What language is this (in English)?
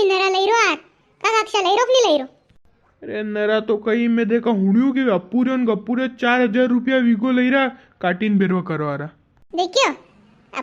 Rajasthani